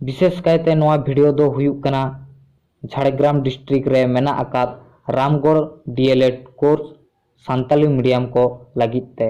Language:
Santali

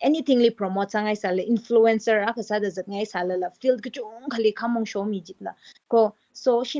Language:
Tangkhul Naga (India)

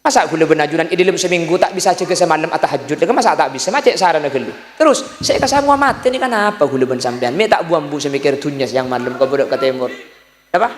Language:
Madurese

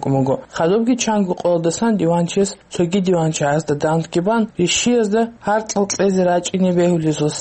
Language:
Avaric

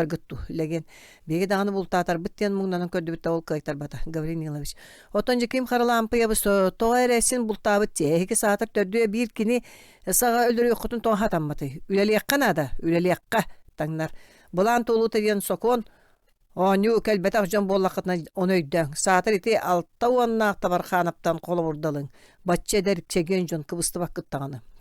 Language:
Yakut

